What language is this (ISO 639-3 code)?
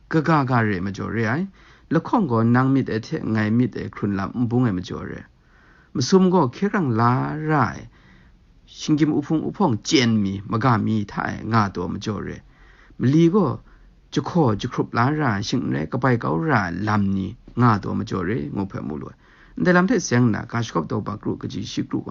kac